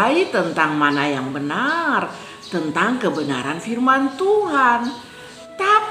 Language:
Kupang Malay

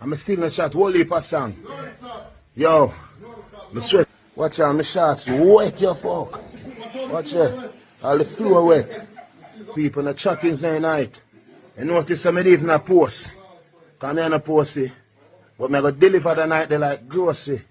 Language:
Jamaican Creole English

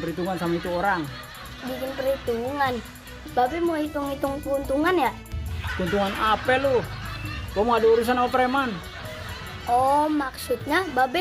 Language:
Betawi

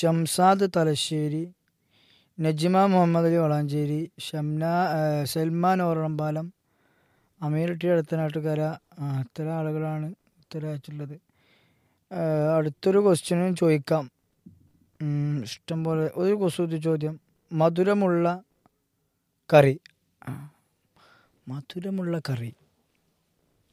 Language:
Malayalam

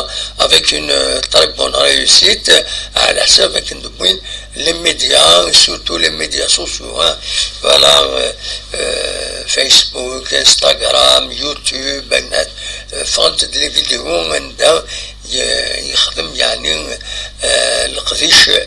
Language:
Kabyle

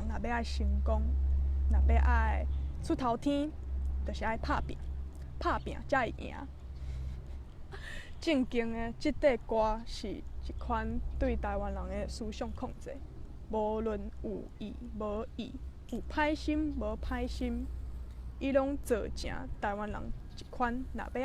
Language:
Min Nan Chinese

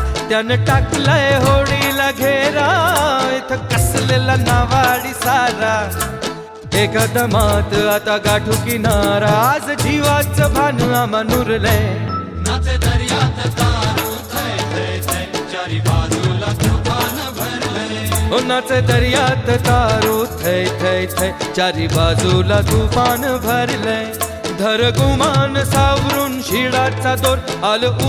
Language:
Marathi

